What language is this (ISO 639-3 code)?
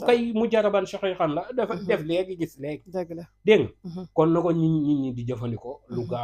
wol